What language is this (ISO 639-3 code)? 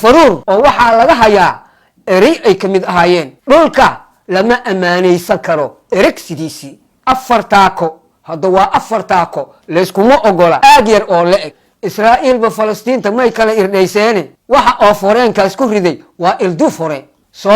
som